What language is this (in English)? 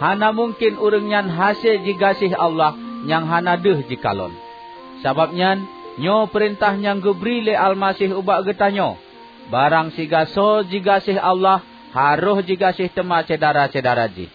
Achinese